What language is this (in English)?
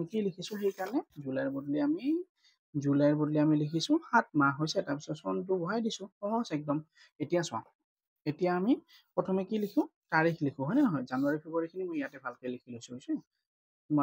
Assamese